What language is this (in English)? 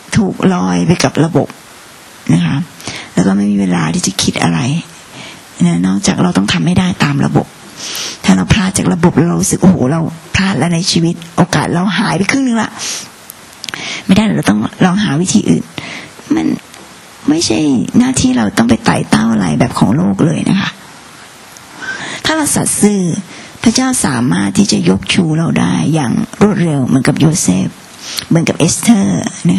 Thai